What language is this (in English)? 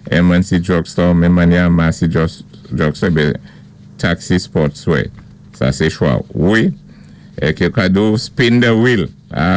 Saint Lucian Creole French